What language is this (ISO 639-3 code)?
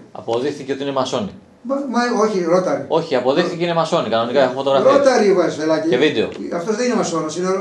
ell